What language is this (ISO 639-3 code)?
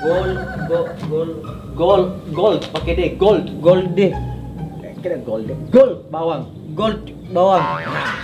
bug